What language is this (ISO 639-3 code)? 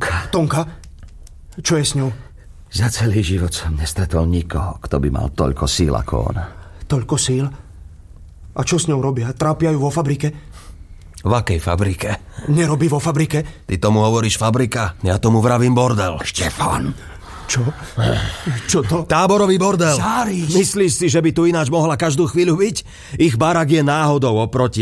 slk